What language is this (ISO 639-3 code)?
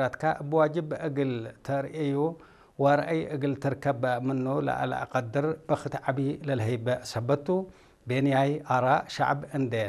tir